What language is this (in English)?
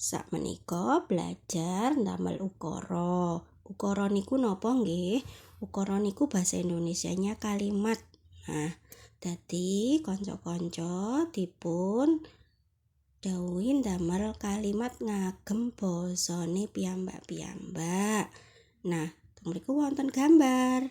Javanese